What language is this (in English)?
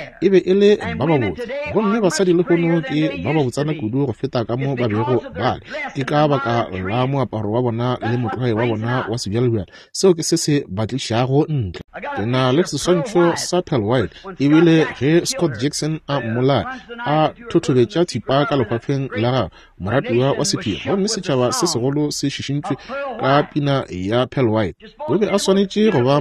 Northern Sotho